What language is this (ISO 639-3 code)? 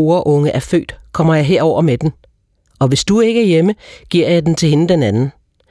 dan